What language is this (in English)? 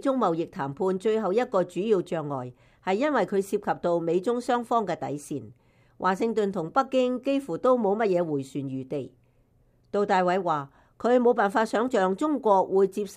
Cantonese